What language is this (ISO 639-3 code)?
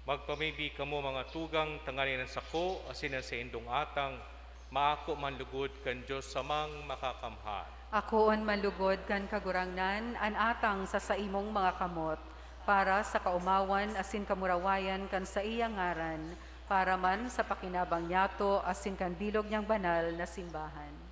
bik